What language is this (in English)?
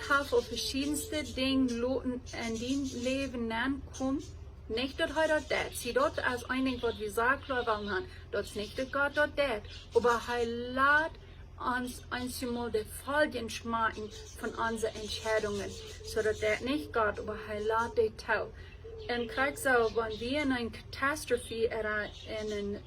Plautdietsch